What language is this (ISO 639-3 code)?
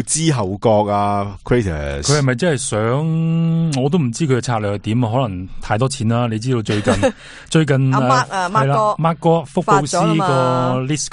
yue